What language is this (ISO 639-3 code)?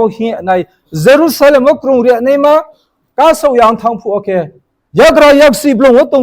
ria